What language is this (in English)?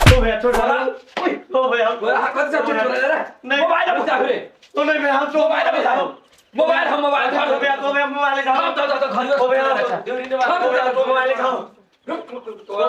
Maithili